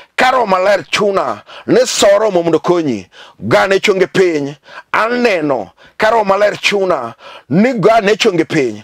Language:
Luo (Kenya and Tanzania)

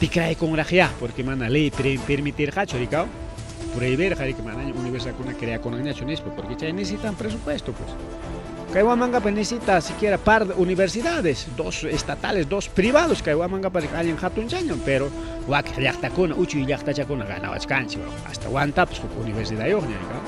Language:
Ayacucho Quechua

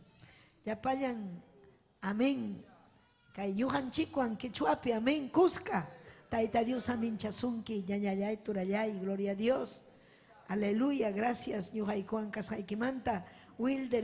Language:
Ayacucho Quechua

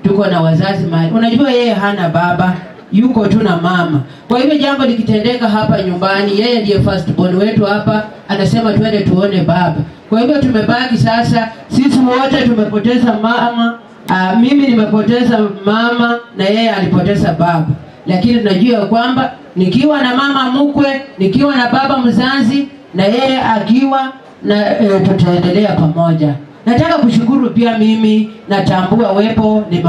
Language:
Swahili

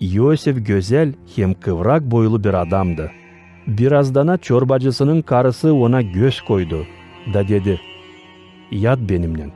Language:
Gagauz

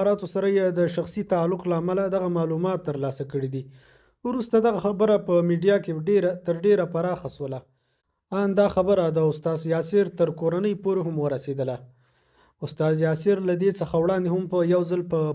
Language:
Pashto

